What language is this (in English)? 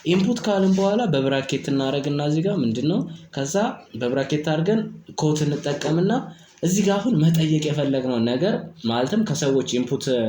Amharic